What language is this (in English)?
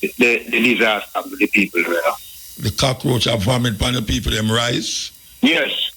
Jamaican Creole English